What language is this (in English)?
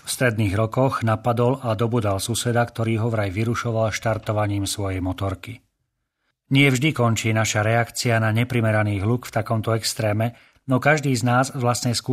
Slovak